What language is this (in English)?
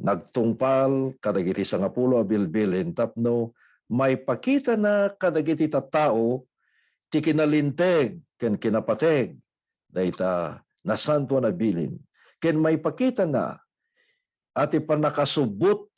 Iloko